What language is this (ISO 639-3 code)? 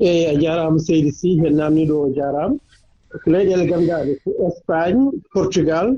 ful